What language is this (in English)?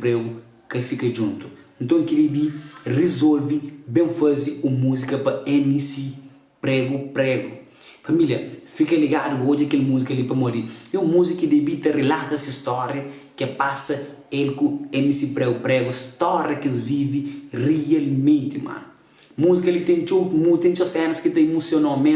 Kabuverdianu